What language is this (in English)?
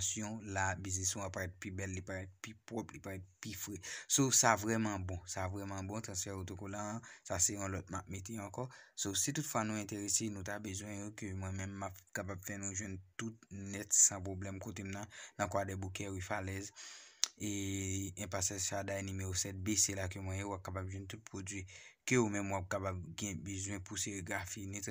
Haitian Creole